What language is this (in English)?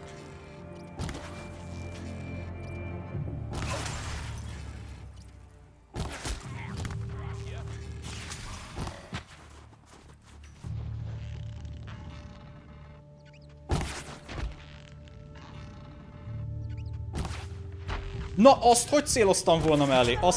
Hungarian